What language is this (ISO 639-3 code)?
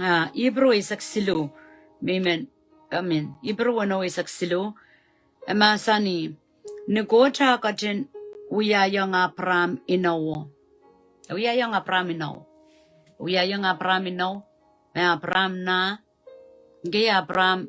pon